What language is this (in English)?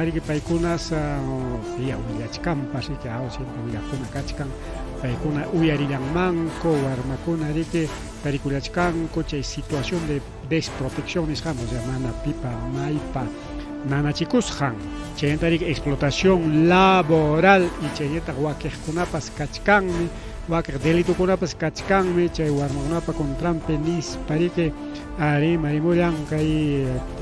Ayacucho Quechua